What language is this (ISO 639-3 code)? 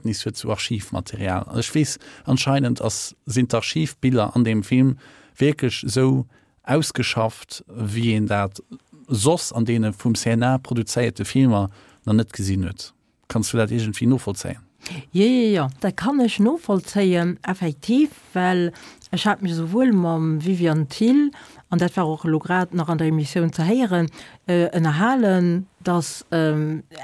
ltz